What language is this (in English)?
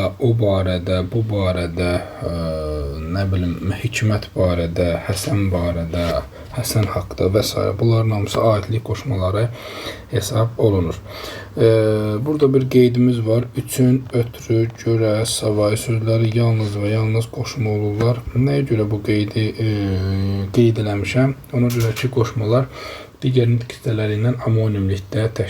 Azerbaijani